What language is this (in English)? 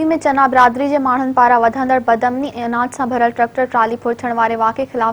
Sindhi